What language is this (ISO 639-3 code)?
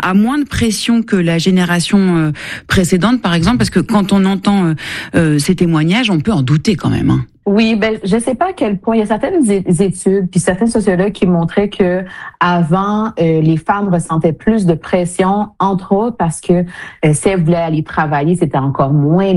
fra